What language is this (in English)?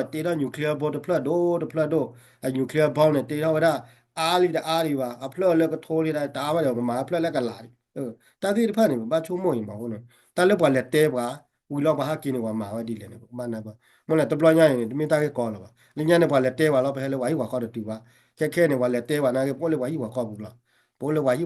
S'gaw Karen